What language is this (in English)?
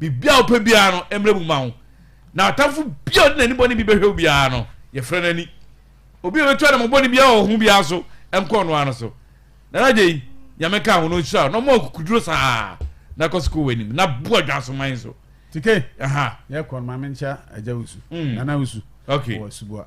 Akan